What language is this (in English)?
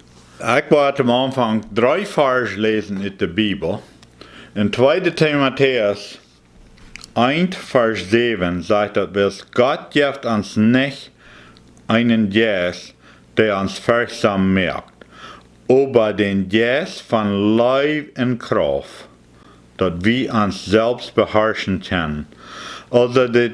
Plautdietsch